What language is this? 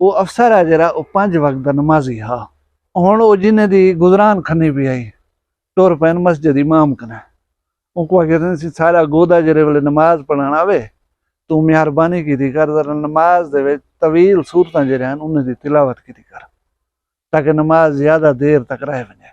Saraiki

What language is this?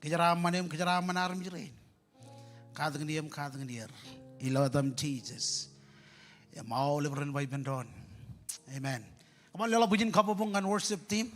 Marshallese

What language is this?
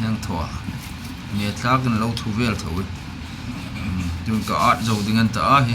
Hmar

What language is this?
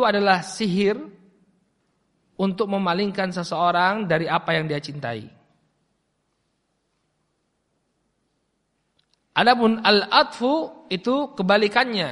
Indonesian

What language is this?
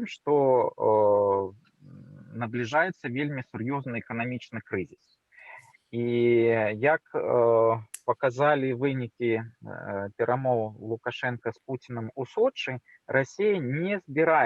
Belarusian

